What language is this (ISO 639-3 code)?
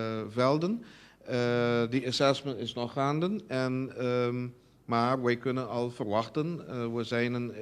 pap